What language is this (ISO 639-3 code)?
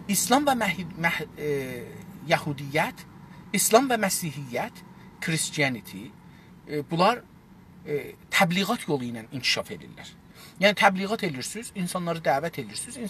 azb